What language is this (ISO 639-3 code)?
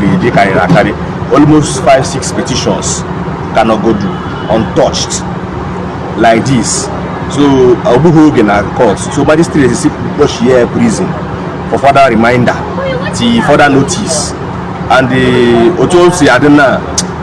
ibo